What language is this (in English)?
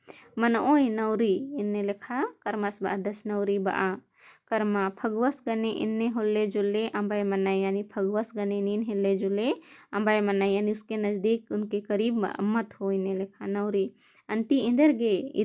Kurukh